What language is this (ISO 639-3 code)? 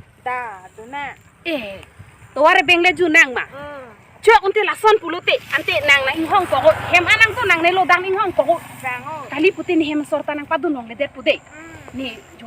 mjw